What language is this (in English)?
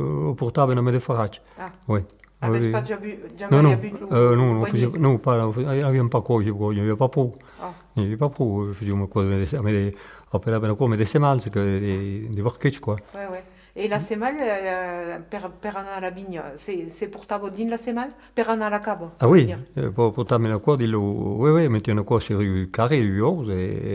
Occitan